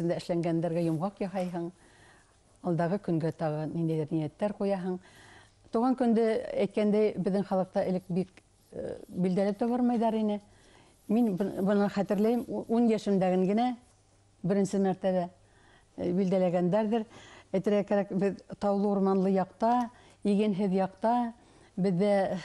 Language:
Bashkir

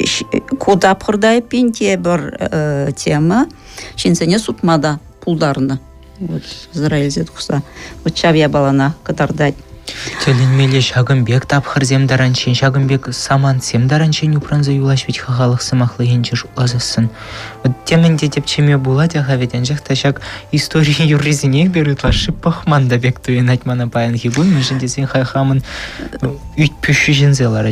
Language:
Chuvash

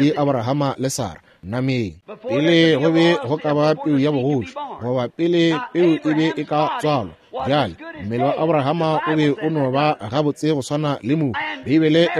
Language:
Northern Sotho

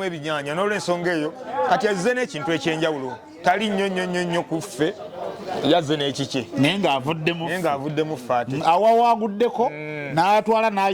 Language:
Ganda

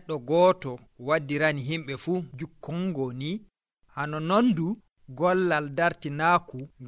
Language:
Nigerian Fulfulde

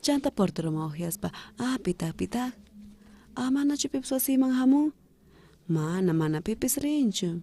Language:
South Bolivian Quechua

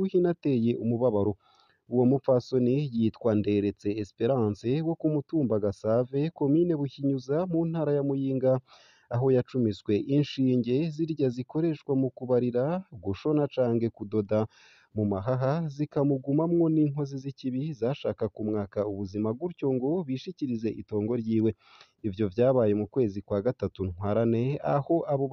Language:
Rundi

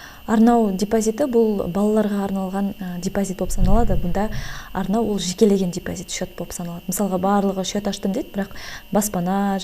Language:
Kazakh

